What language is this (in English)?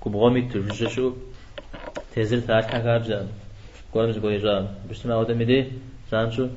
Kabardian